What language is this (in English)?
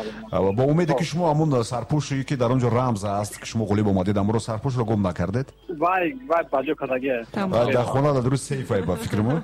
Tajik